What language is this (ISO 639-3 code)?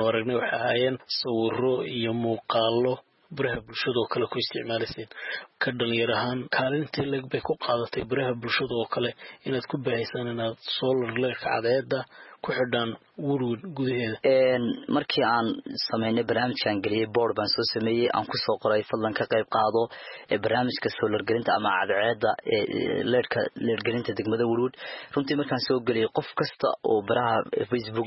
som